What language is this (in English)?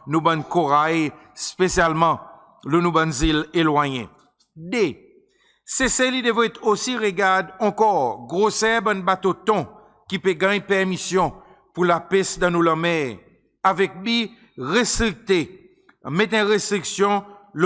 Seselwa Creole French